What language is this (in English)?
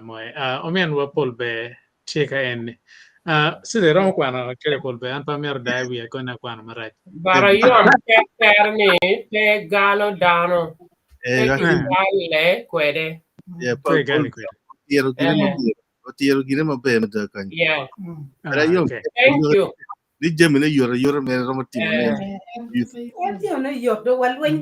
Acoli